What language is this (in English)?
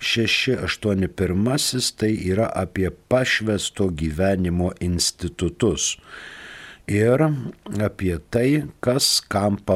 Lithuanian